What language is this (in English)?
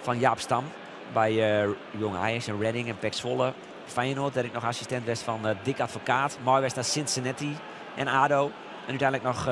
Western Frisian